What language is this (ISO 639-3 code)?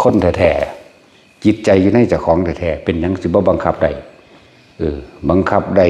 tts